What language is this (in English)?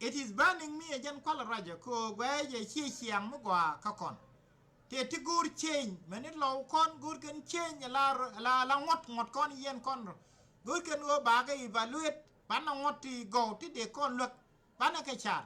Nuer